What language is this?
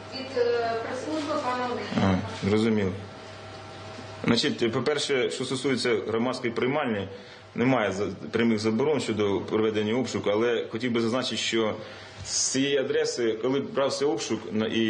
Ukrainian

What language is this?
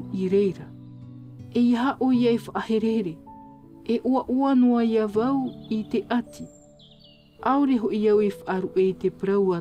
Tahitian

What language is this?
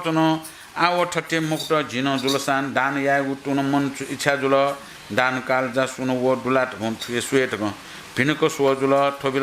Newari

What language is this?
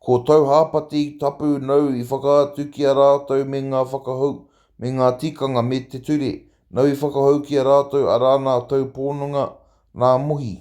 Māori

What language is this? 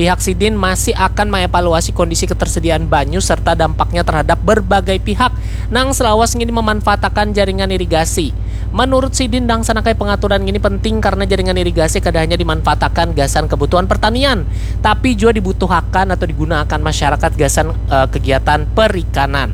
Banjar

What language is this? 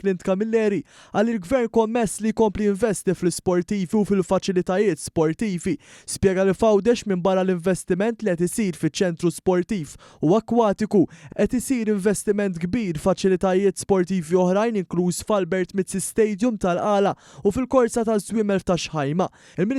Maltese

